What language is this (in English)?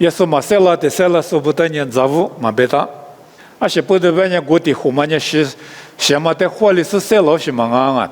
Lisu